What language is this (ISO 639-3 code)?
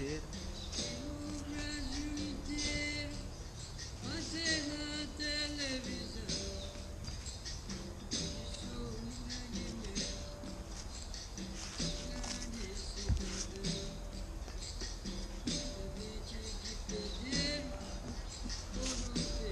por